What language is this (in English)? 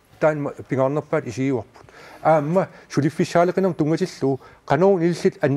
Kalaallisut